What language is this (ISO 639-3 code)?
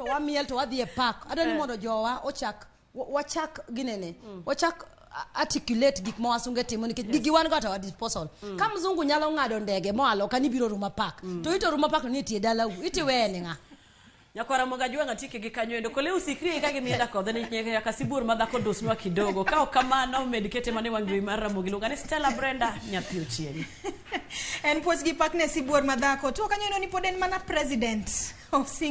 luo